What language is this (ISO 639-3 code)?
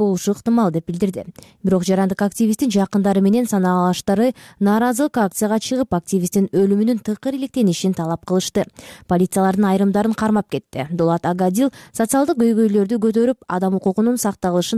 kir